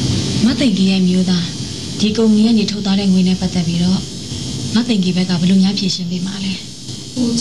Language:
Burmese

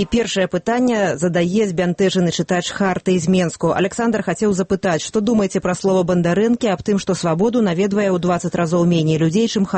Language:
Belarusian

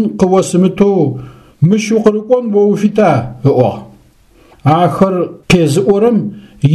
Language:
Adyghe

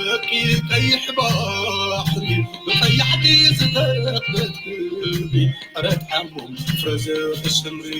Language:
Tigrinya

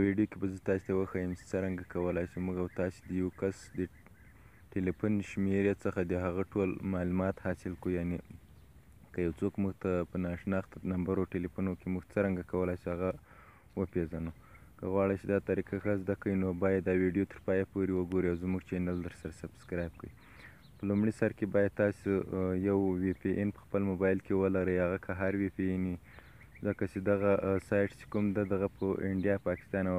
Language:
Pashto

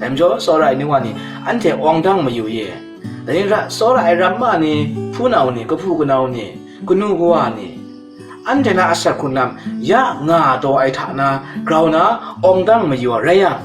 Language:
Kachin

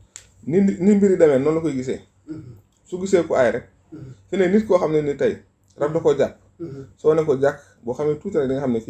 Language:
Wolof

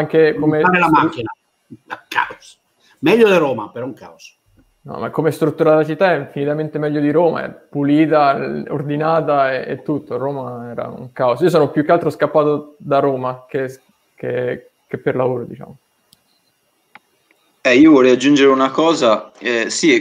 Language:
Italian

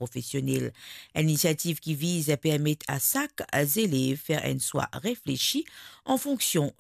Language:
Morisyen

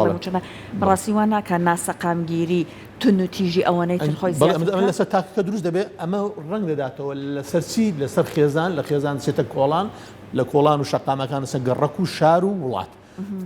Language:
Central Kurdish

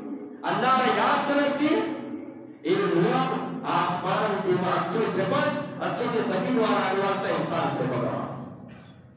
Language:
Eastern Balochi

